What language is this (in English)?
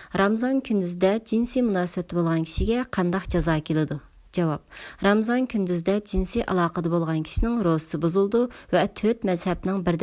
Uyghur